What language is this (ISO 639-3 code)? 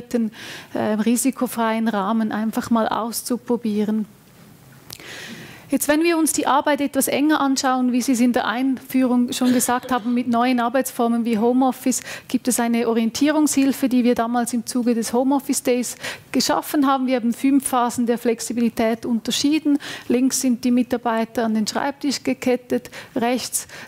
deu